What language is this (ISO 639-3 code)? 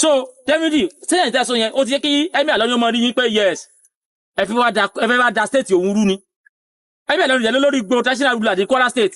yor